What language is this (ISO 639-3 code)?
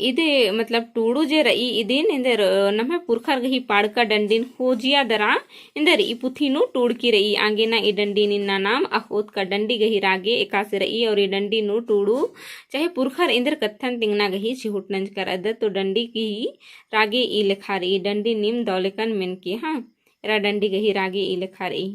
kru